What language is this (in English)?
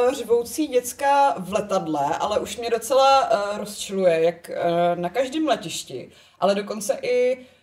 Czech